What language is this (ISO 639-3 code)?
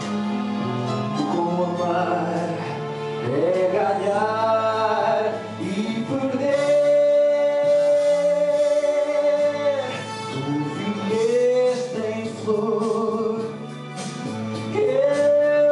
por